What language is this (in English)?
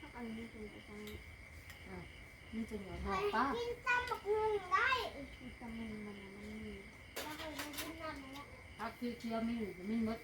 Northeastern Thai